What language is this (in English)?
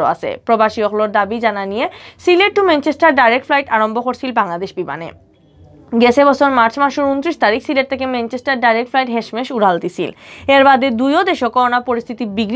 Sylheti